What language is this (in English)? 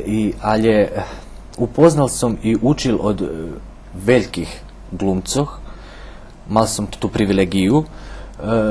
Rusyn